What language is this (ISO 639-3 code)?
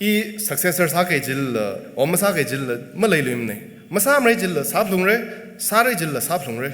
nmf